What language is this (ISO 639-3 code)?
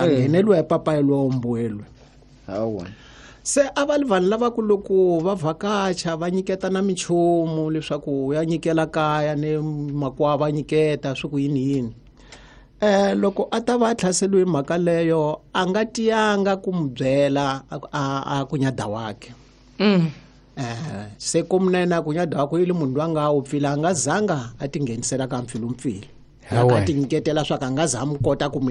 tso